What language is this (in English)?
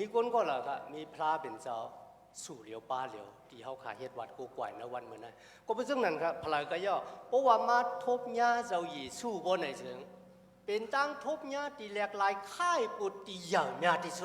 Shan